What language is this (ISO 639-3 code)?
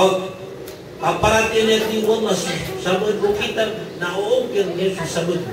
mrw